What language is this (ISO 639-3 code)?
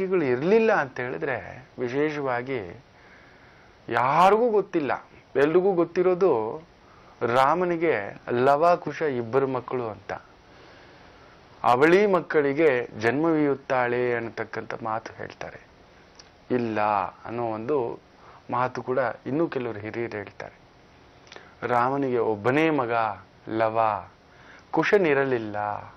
kan